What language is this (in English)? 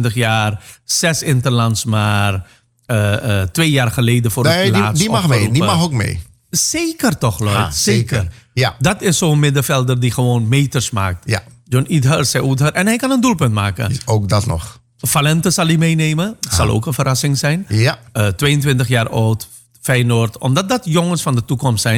Dutch